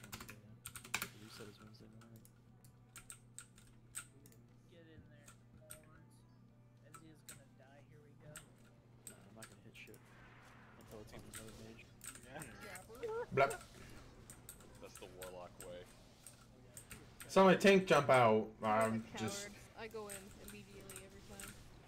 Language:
English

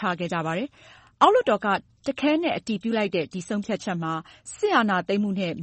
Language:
Burmese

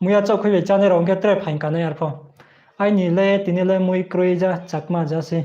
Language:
Riang (India)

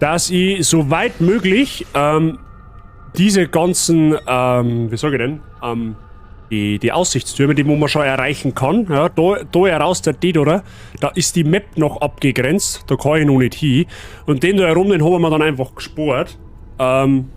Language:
Bavarian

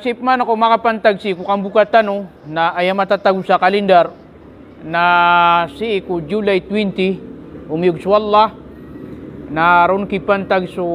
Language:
Maranao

